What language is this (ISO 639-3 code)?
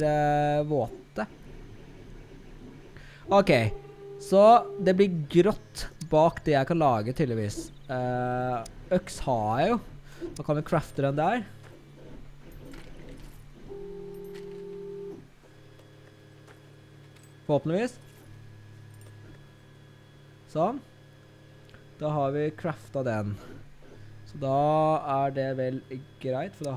nor